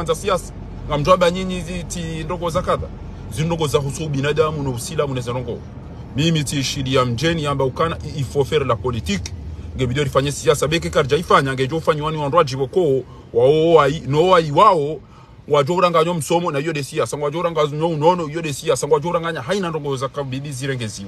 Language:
Ngazidja Comorian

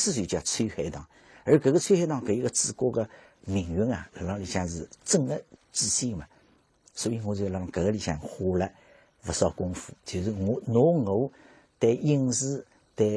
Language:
Wu Chinese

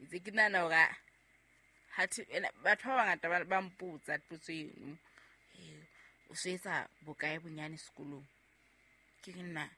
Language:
Southern Sotho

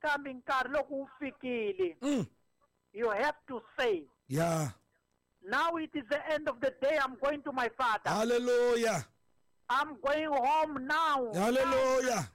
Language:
Tsonga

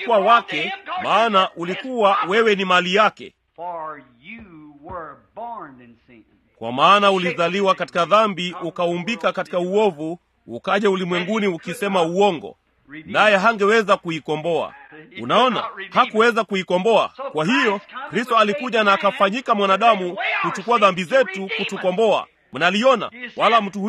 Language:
Swahili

